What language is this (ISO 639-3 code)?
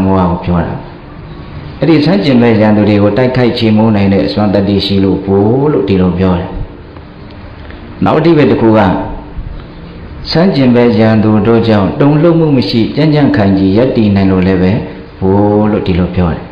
mya